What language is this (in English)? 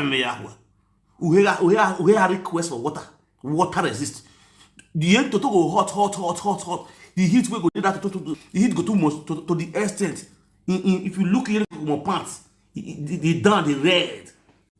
Nigerian Pidgin